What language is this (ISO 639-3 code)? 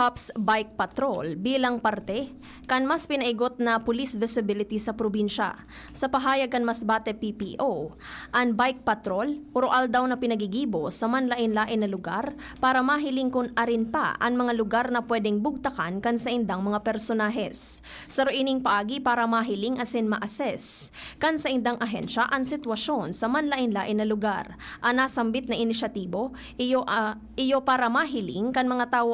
bik